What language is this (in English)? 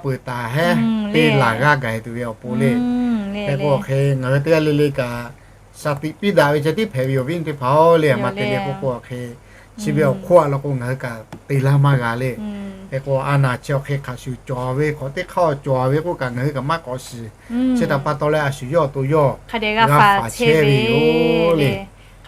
Lahu